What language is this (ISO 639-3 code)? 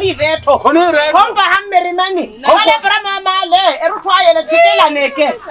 swa